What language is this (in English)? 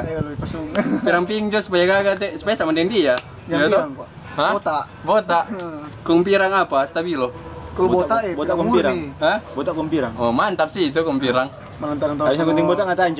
Manado Malay